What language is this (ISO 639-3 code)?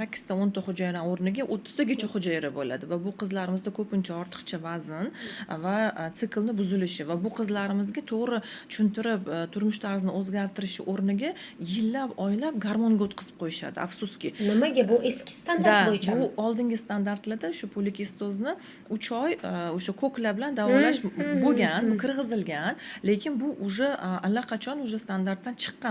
uzb